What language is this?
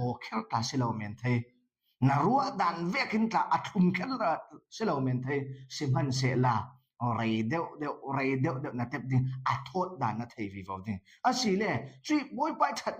Falam Chin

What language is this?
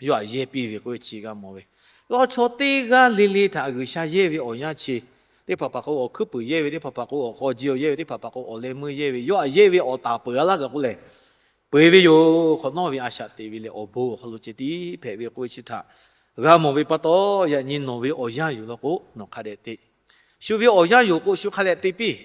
Lahu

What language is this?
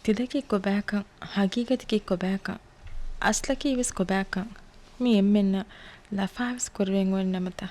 Divehi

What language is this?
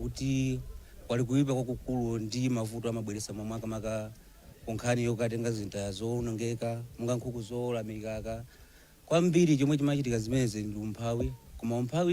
Nyanja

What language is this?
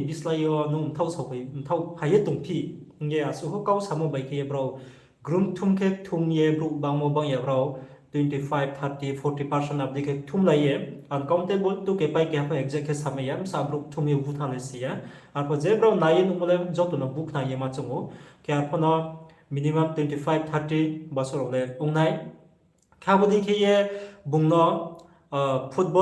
Riang (India)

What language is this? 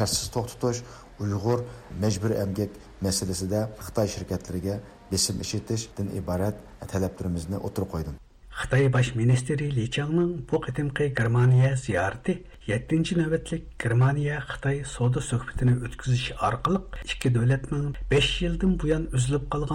Uyghur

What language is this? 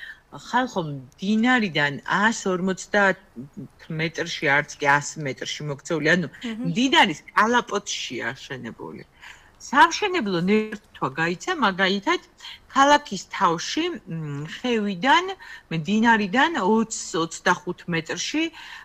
Georgian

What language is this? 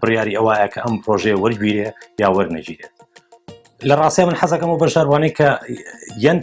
Central Kurdish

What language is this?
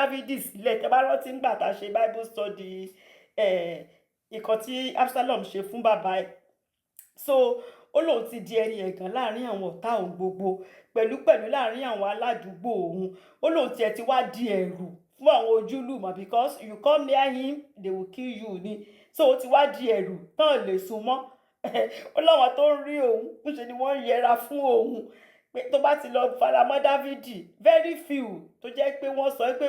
Yoruba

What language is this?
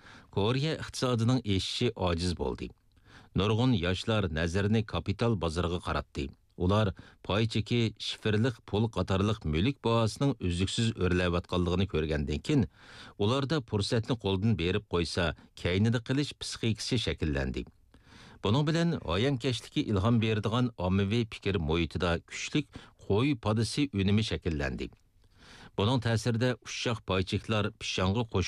Uyghur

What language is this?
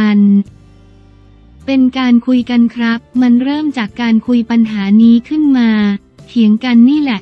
Thai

